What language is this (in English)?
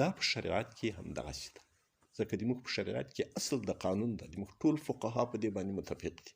Pashto